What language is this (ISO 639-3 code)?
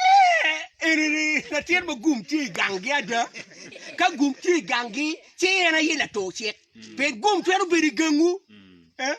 ach